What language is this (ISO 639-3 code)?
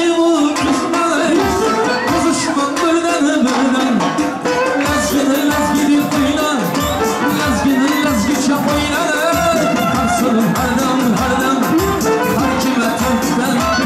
tuk